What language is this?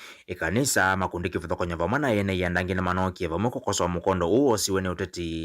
Kamba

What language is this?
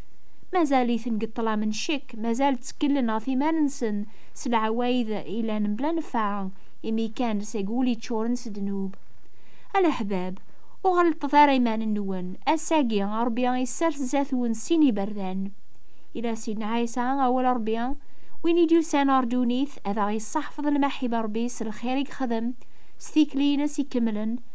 Kabyle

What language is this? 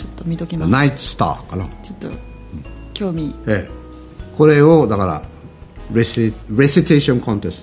Japanese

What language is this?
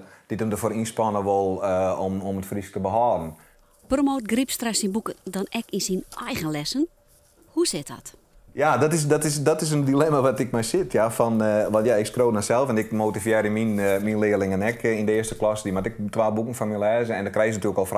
Western Frisian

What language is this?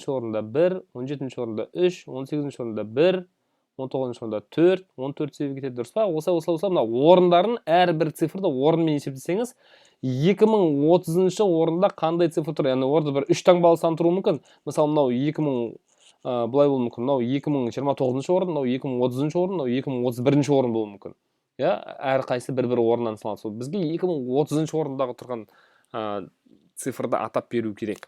Kazakh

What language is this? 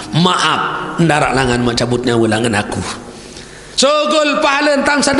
Sasak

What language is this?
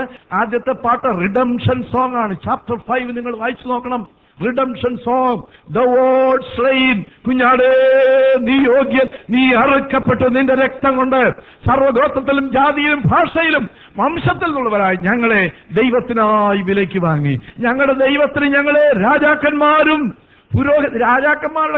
Malayalam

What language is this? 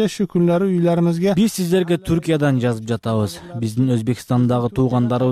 Kyrgyz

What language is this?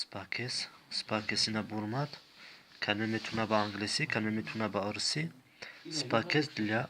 Tajik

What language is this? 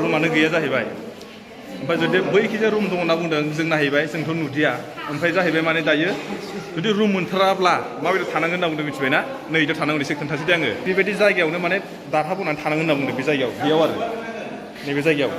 Bodo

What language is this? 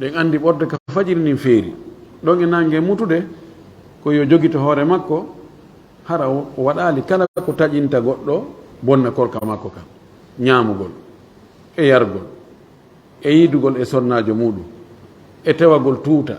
Fula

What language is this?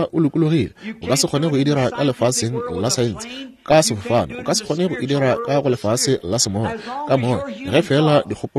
Northern Sotho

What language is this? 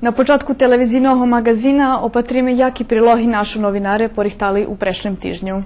Rusyn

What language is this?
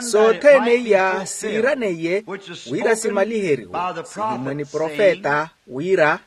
Makhuwa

